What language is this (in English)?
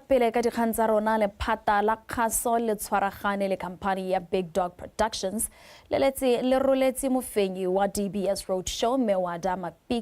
Tswana